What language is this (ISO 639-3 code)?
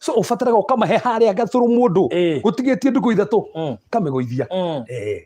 kik